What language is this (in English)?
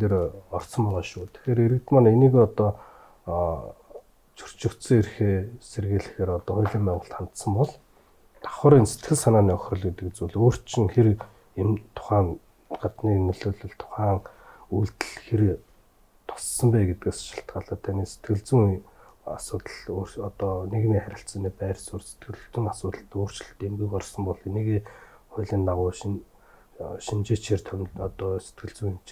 Mongolian